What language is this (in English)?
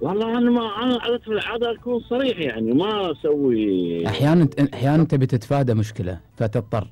Gulf Arabic